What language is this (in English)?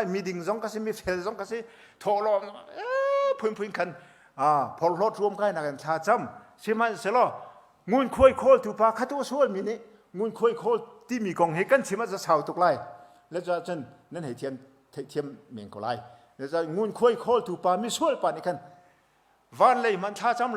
Hakha Chin